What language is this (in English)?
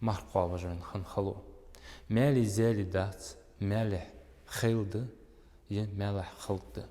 Ingush